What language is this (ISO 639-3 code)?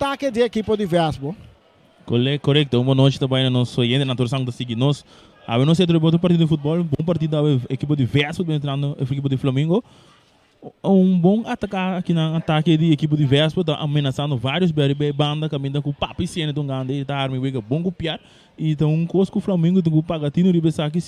pap